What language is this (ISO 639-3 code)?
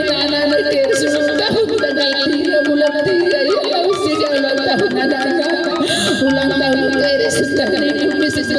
btx